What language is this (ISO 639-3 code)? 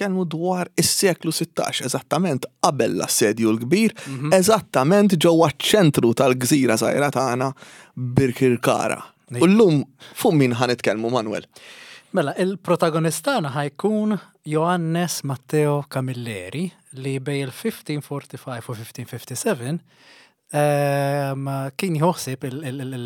mlt